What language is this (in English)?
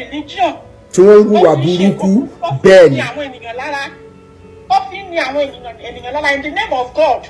Yoruba